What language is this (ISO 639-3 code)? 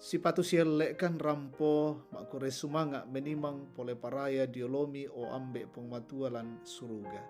sda